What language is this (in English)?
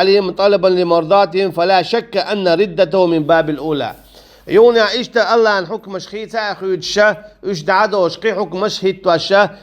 Chechen